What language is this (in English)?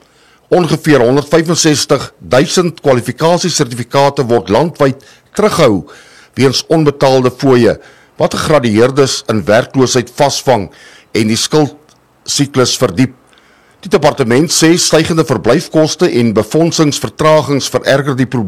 Afrikaans